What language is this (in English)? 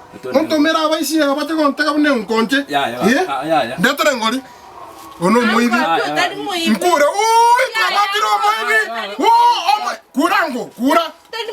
Gusii